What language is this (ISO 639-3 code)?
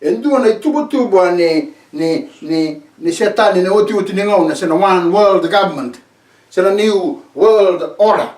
fij